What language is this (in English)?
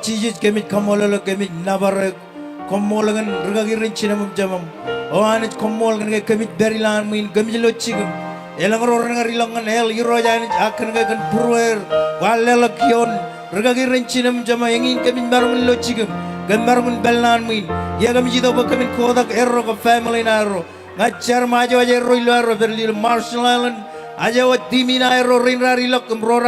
Marshallese